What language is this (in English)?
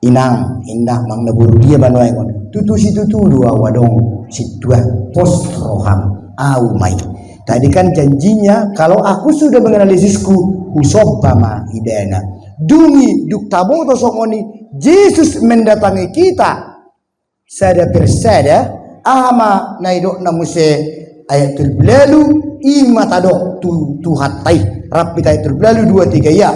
Batak Toba